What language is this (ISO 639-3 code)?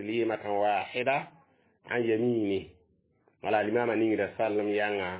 mos